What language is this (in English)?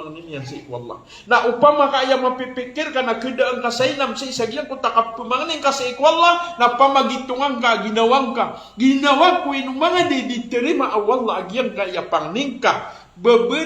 Maranao